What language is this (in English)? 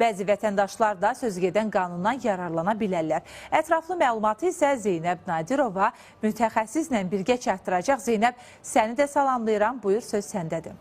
Azerbaijani